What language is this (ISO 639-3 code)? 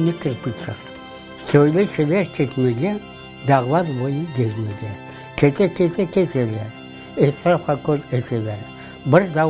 crh